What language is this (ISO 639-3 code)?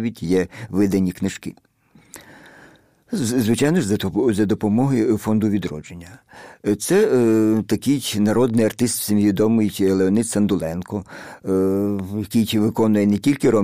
ukr